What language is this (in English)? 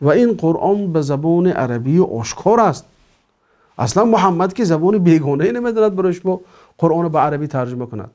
Tajik